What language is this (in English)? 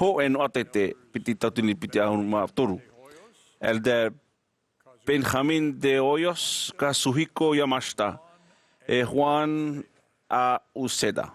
Tahitian